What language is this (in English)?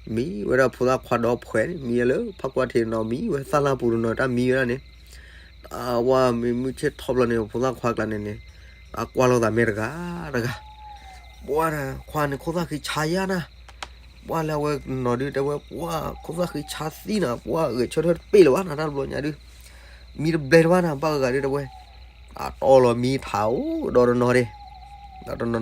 S'gaw Karen